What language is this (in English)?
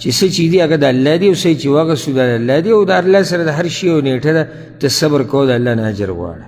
Pashto